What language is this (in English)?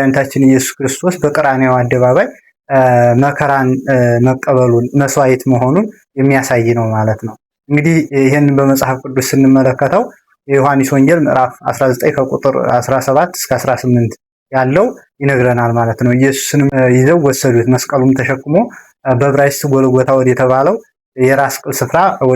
Amharic